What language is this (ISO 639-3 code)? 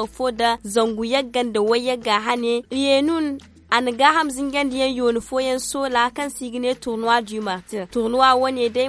dje